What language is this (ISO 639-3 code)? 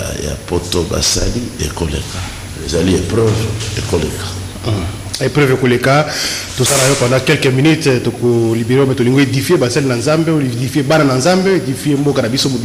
lin